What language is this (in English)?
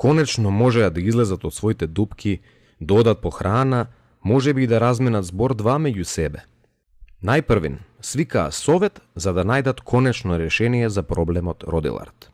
Macedonian